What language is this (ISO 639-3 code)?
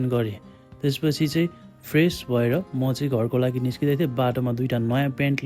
nep